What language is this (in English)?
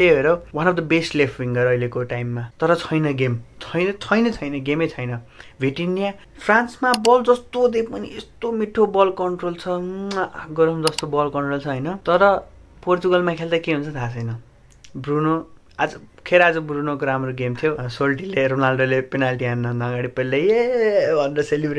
Nepali